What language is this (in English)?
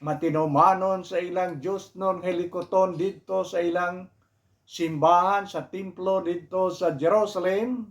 Hiligaynon